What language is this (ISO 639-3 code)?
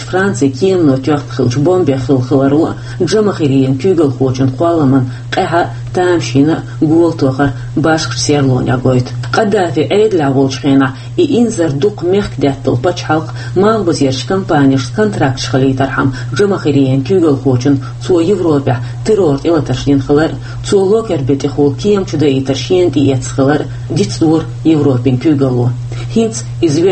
che